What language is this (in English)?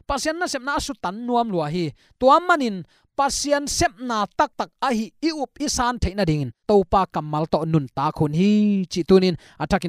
Tedim Chin